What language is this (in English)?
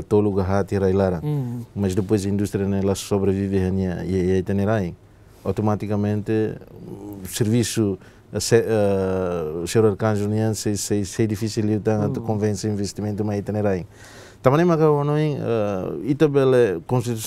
Tetum